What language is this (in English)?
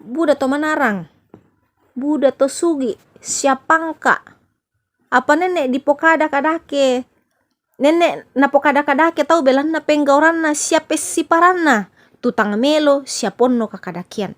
Toraja-Sa'dan